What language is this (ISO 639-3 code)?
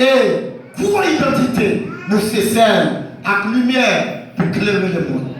hat